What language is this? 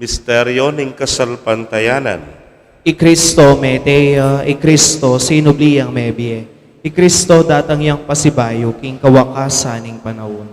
Pampanga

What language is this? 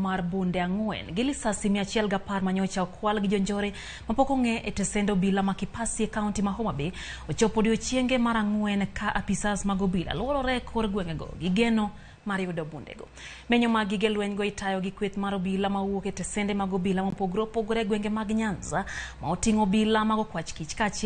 Luo (Kenya and Tanzania)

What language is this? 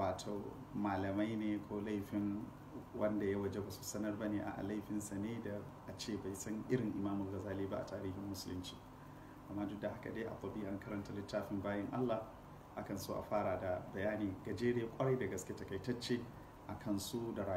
Hausa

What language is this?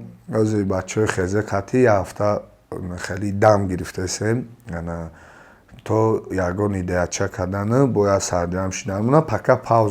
Tajik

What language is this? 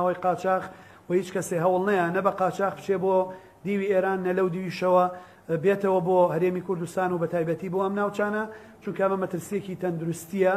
Central Kurdish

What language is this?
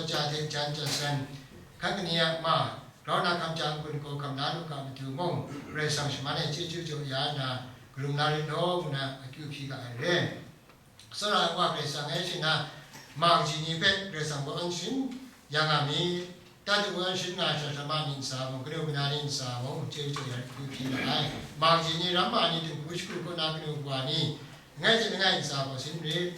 Kachin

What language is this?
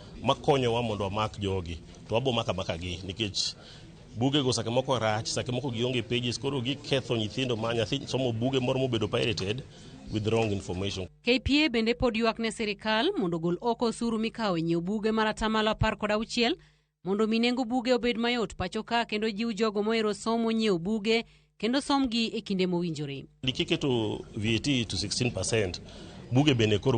Luo (Kenya and Tanzania)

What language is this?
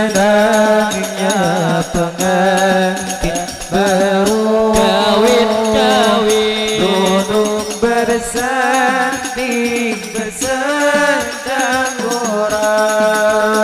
Banjar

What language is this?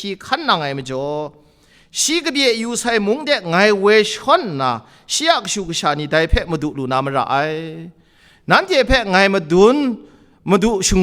Kachin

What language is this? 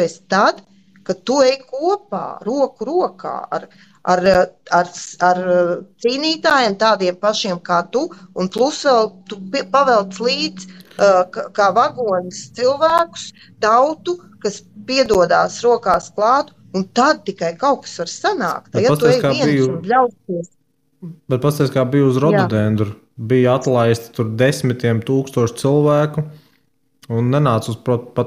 Latvian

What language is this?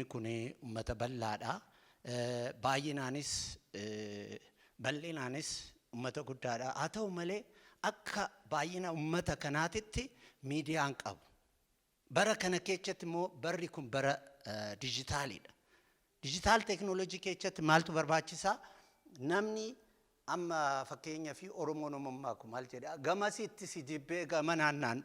Oromo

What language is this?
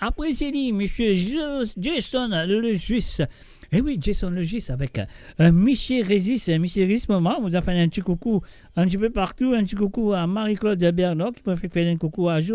Morisyen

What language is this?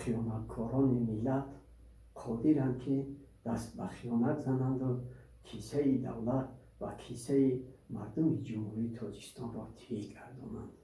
Tajik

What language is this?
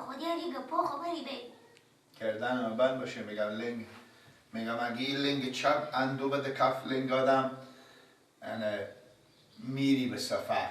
Persian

